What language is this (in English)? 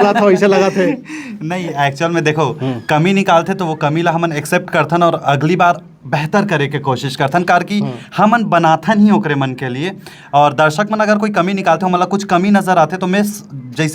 Chhattisgarhi